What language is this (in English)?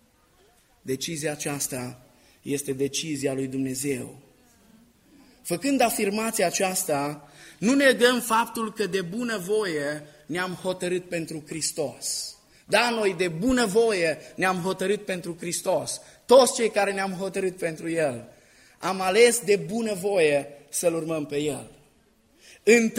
Romanian